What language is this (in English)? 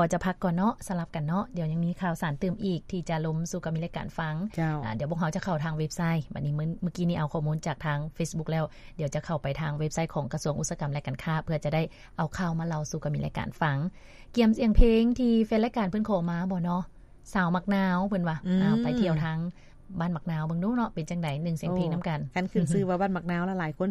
Lao